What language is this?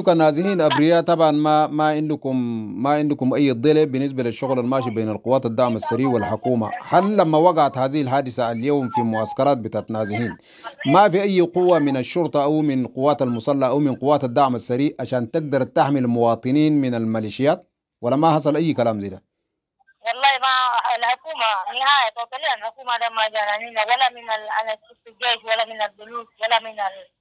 Sudanese Arabic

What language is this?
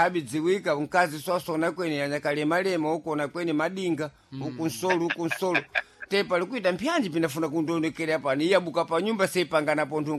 Sena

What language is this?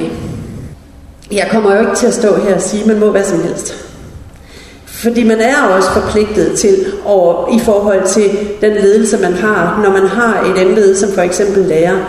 Danish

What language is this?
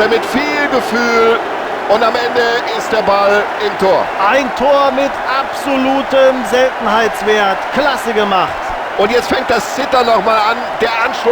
Bavarian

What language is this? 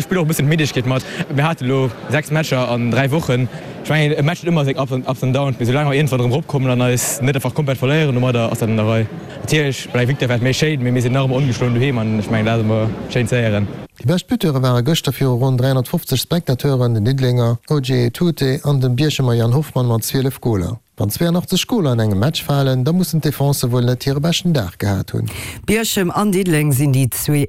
Luxembourgish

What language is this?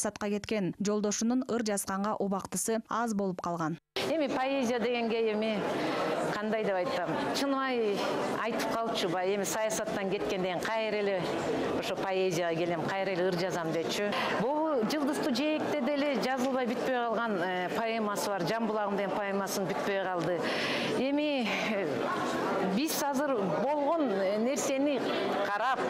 Kyrgyz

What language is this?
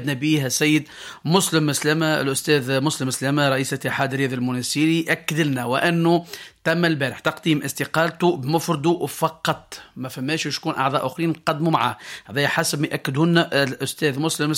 Tunisian Arabic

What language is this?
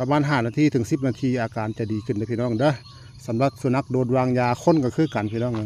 Northeastern Thai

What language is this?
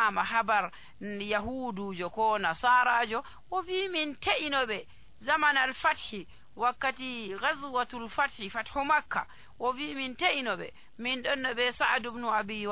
Nigerian Fulfulde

